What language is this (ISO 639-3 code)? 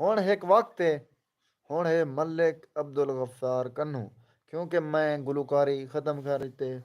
skr